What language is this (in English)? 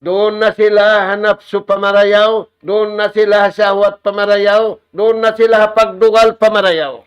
Tausug